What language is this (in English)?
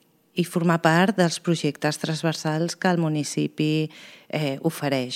Catalan